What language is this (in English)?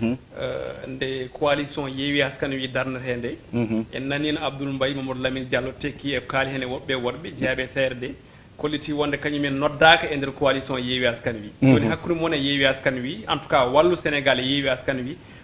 Fula